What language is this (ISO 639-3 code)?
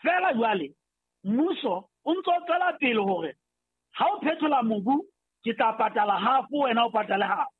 sot